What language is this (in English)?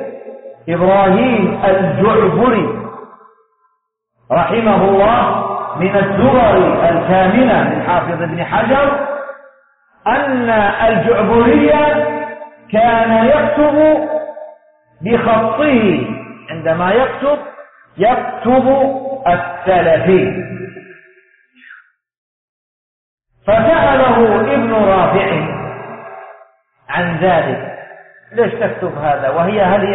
Arabic